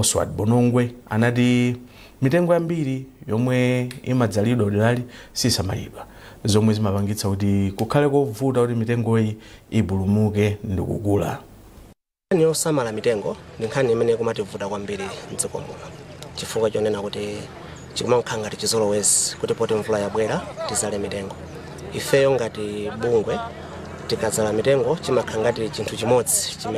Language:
Nyanja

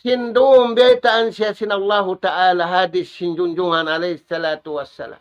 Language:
Tausug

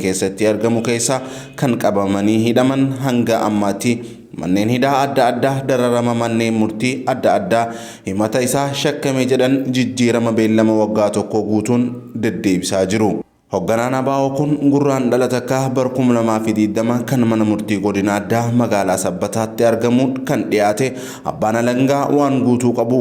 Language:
Oromo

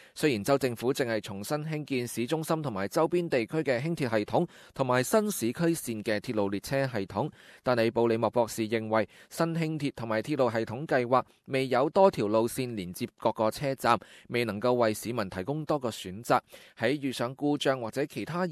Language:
Cantonese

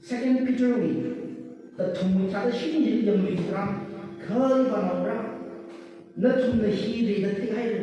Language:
Tangkhul Naga (India)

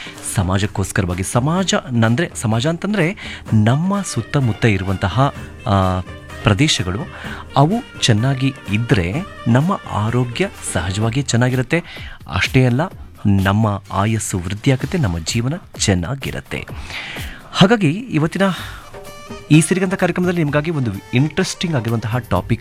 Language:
Kannada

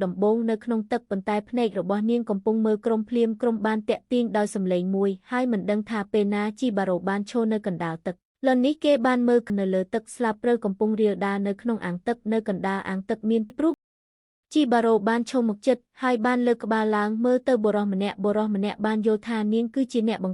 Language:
Khmer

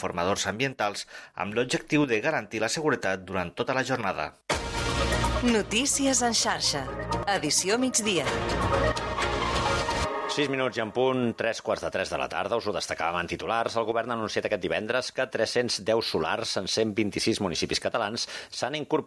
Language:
Catalan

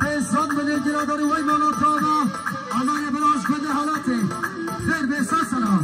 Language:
Kurdish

